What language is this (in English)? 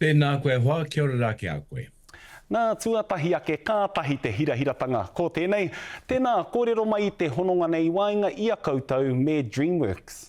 Māori